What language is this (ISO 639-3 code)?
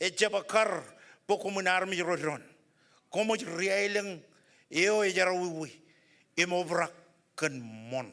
mah